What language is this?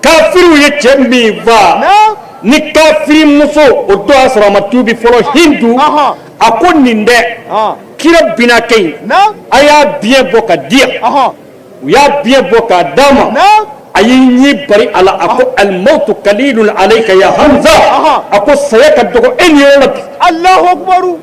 Bambara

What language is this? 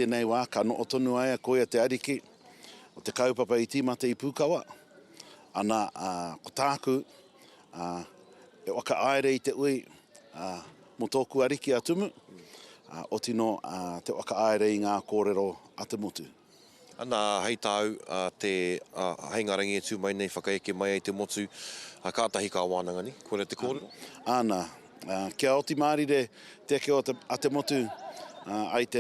Māori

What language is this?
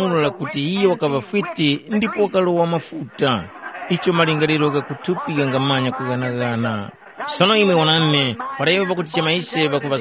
Tumbuka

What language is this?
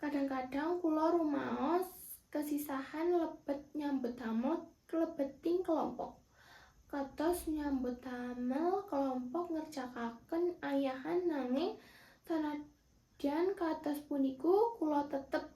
Javanese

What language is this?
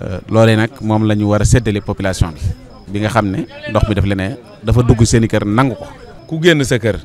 Wolof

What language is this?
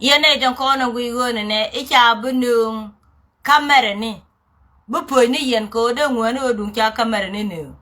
Nuer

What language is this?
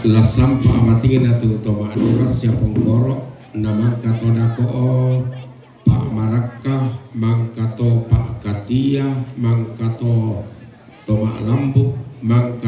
Toraja-Sa'dan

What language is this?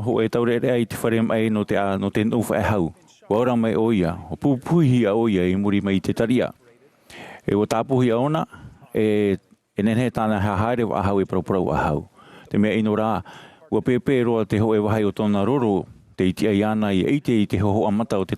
Tahitian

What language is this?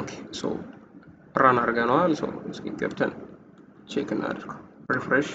Amharic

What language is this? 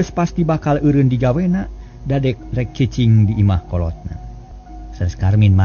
Sundanese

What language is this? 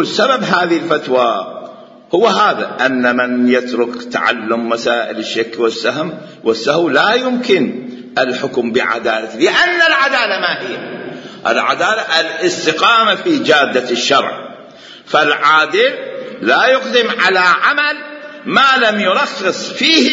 Mesopotamian Arabic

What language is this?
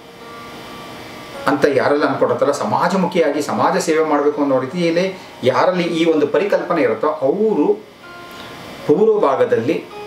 Kannada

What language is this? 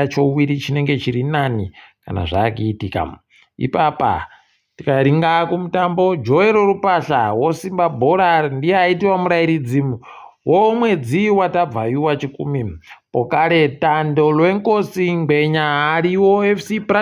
Ndau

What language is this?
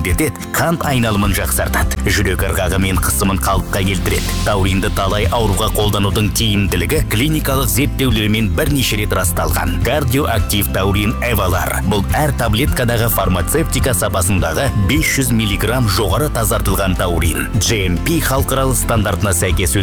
Kazakh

